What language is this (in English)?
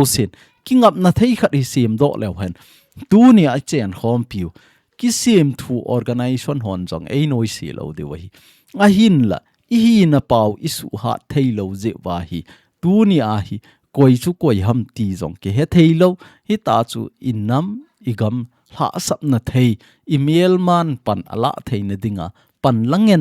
Thado Chin